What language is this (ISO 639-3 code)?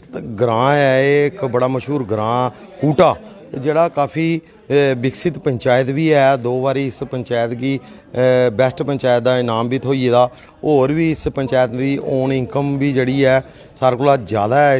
doi